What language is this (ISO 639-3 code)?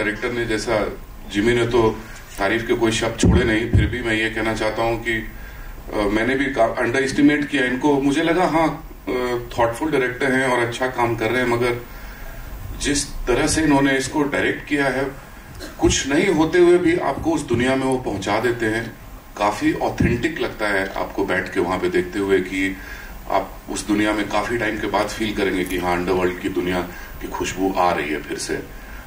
hin